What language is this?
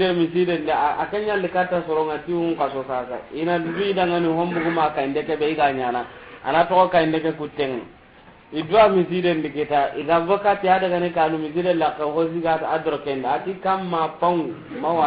Soninke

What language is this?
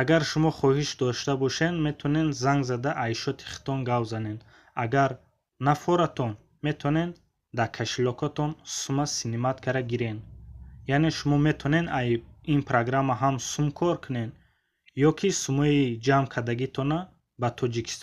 Tajik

